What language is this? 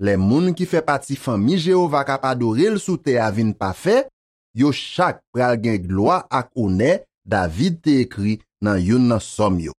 Haitian Creole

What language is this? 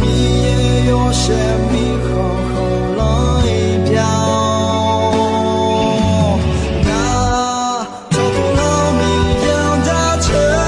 Akha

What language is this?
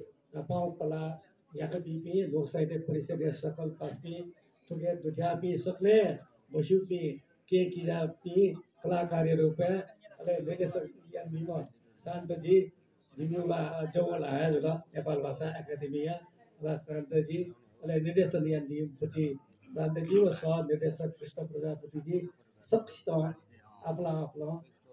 Newari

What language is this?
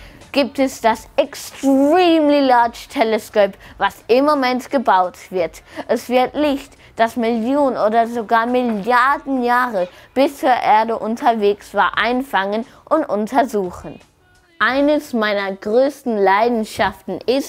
Swiss German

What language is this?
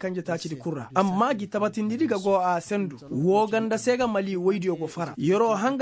Koyraboro Senni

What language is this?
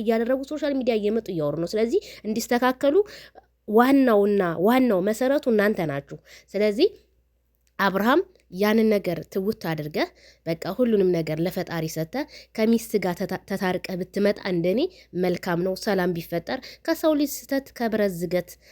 Amharic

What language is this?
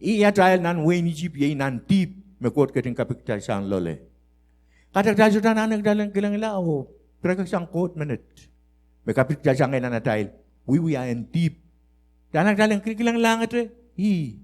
Pohnpeian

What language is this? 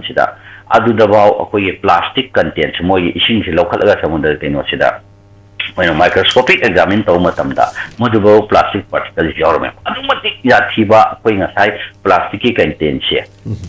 Manipuri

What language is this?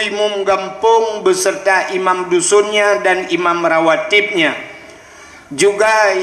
Achinese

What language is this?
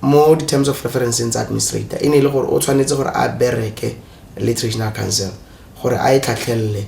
Tswana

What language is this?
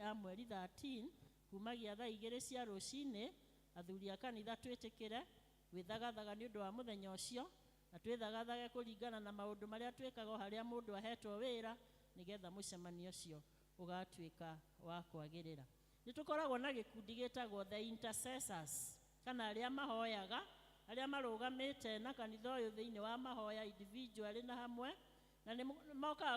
Kikuyu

